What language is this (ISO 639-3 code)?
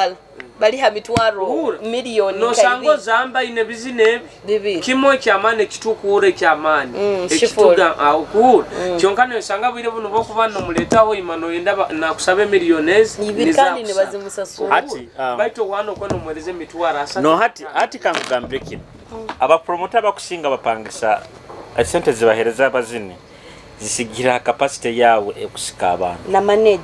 nyo